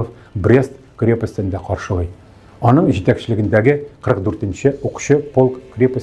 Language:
Tatar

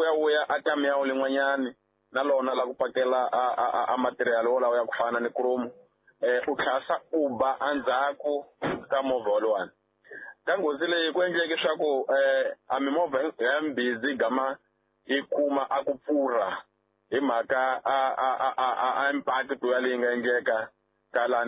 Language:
Tsonga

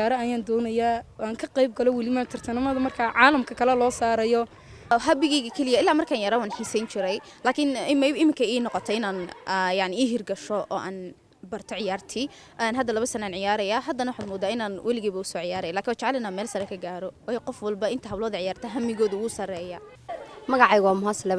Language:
Somali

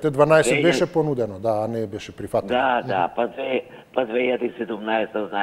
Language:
Macedonian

